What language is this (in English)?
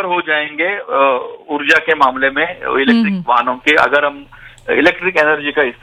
Hindi